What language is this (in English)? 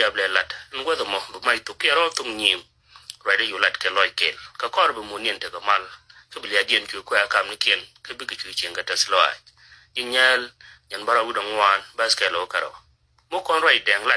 Nuer